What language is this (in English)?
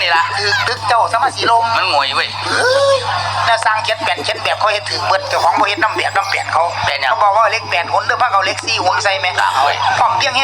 Lao